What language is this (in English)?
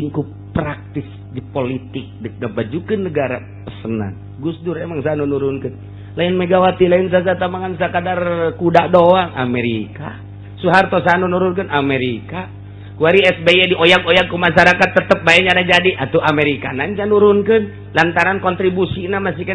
Sundanese